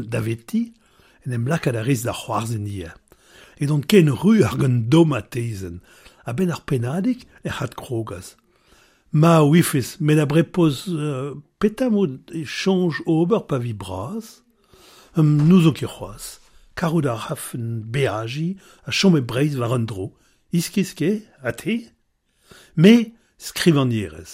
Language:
Breton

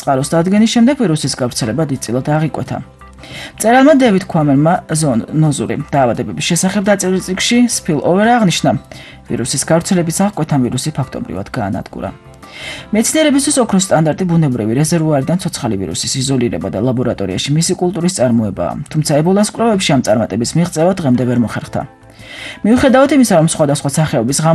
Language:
Georgian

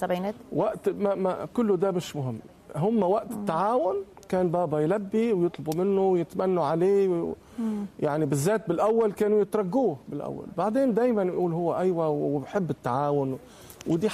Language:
Tunisian Arabic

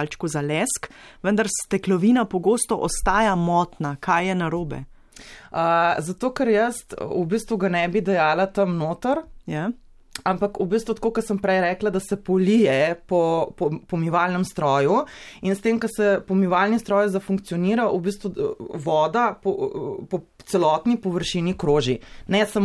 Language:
Slovenian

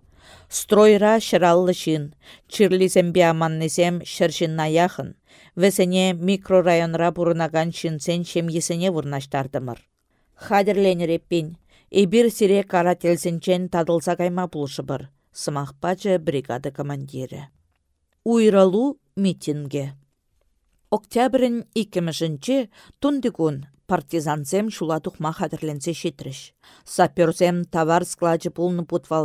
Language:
Chuvash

